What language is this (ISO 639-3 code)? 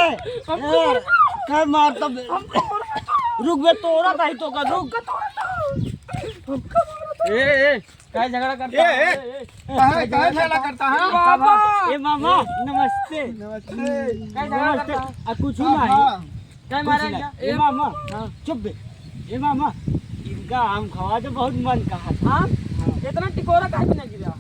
awa